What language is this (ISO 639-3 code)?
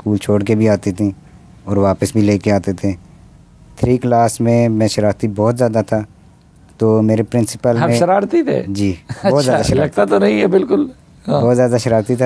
urd